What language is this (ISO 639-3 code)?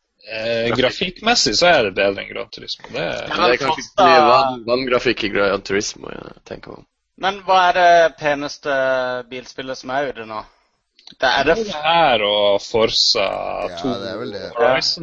nor